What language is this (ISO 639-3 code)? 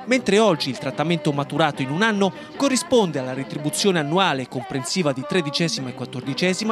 ita